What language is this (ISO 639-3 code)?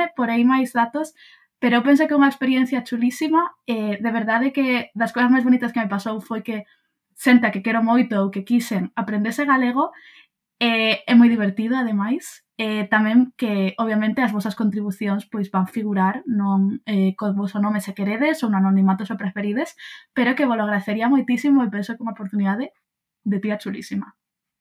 glg